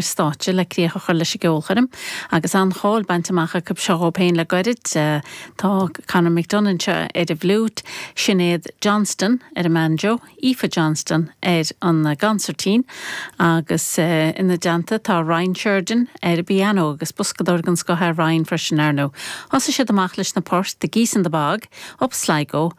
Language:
Irish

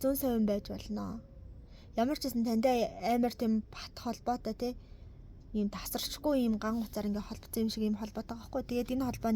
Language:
Mongolian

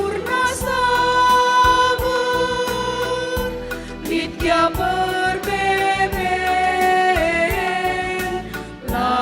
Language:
Batak Karo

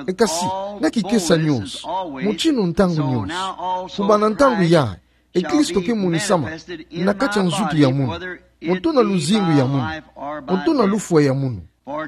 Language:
Kituba (Democratic Republic of Congo)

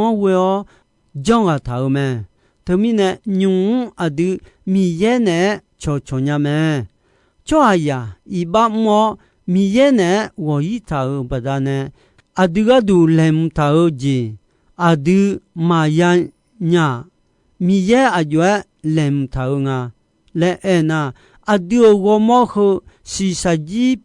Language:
Akha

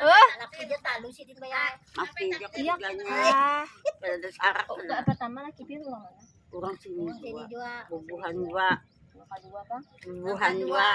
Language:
Banjar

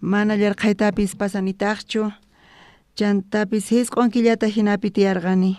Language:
South Bolivian Quechua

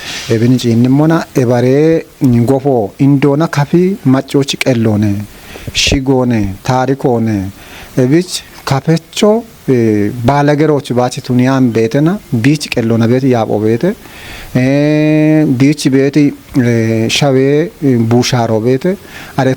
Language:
Kafa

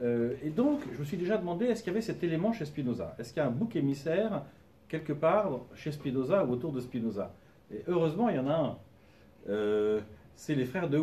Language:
French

